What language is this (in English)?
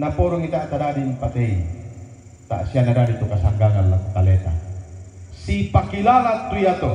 Toraja-Sa'dan